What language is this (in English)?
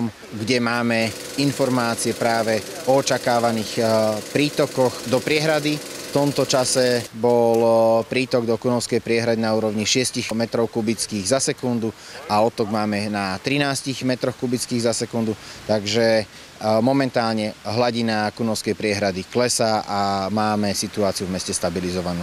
Slovak